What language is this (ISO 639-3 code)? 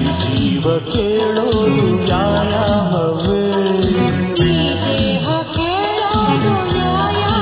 kan